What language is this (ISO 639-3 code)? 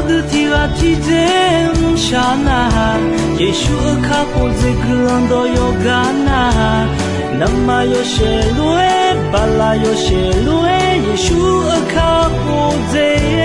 ahk